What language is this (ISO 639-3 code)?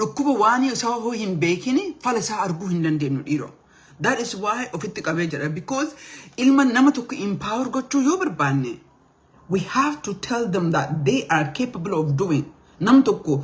orm